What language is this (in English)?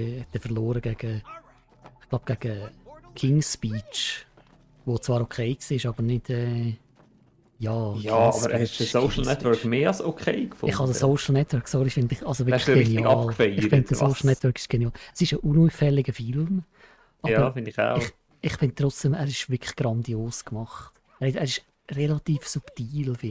Swiss German